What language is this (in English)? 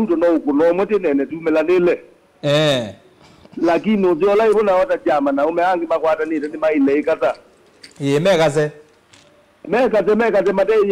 Kamba